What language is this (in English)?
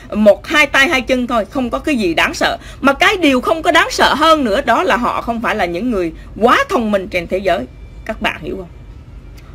Vietnamese